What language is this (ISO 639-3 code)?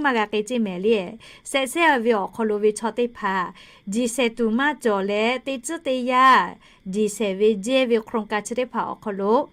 lhu